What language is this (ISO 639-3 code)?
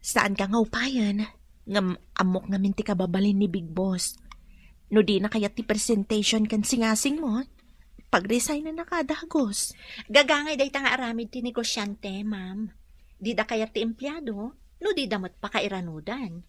ilo